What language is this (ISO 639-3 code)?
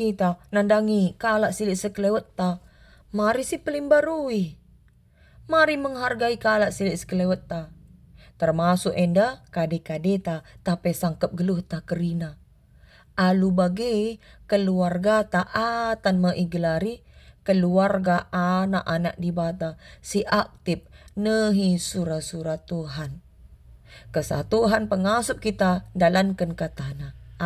btx